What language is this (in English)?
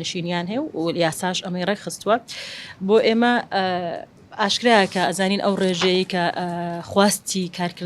Central Kurdish